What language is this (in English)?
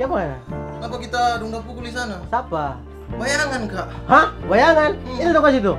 Manado Malay